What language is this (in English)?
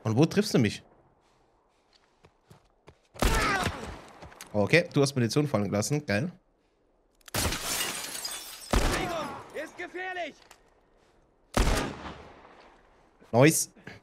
German